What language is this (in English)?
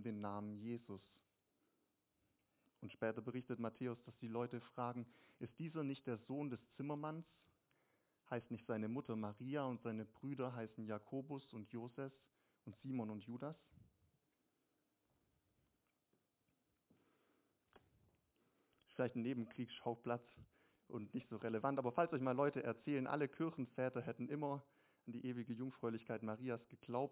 German